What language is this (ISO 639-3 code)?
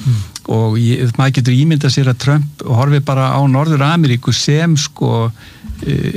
isl